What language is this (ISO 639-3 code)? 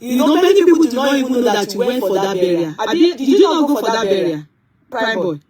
yor